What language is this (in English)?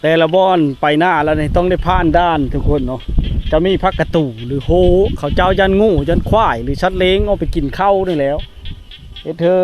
Lao